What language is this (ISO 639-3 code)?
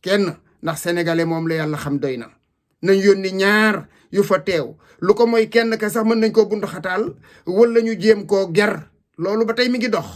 wol